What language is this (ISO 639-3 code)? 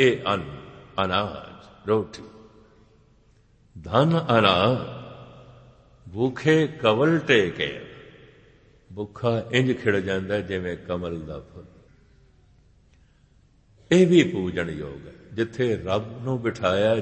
pan